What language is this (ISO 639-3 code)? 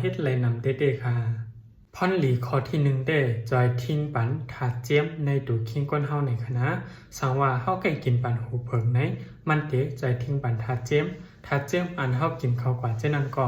shn